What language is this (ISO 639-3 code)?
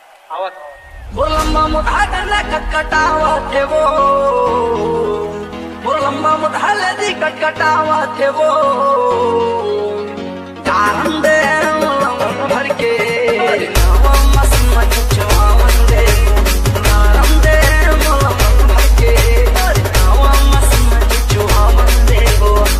hne